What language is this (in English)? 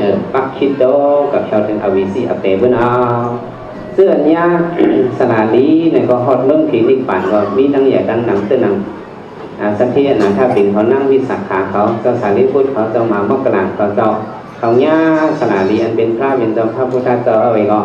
Shan